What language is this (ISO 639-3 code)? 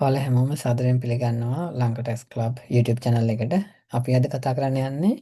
sin